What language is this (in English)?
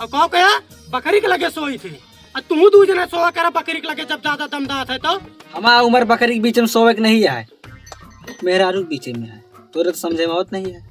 Awadhi